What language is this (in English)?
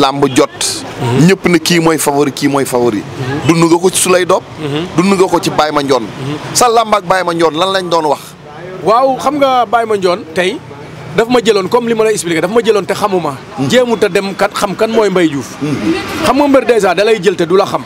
Wolof